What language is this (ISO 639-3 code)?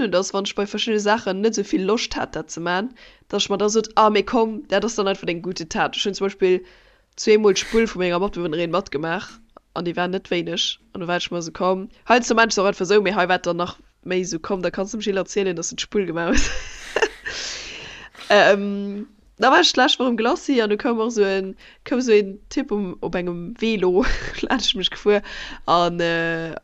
ltz